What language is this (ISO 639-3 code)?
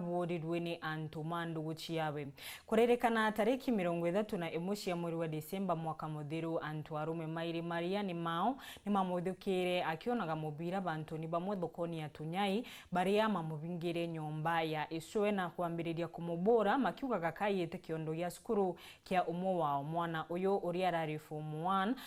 mer